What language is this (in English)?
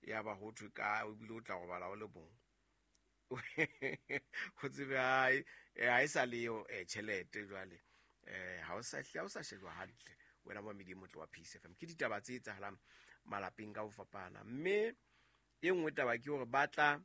Southern Sotho